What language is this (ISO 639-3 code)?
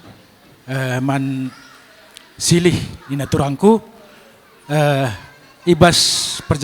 btx